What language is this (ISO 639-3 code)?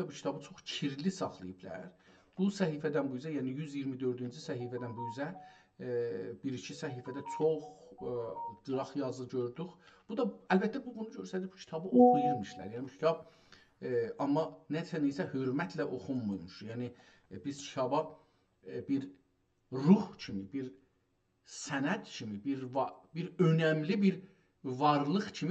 azb